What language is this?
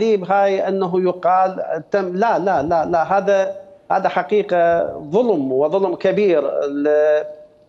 Mesopotamian Arabic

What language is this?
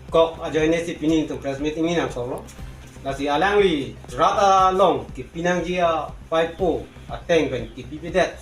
Karbi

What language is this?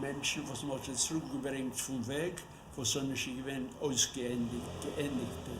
Yiddish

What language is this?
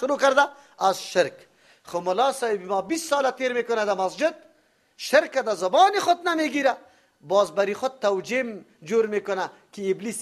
Persian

